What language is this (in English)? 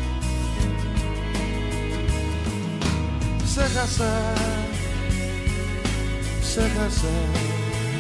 Greek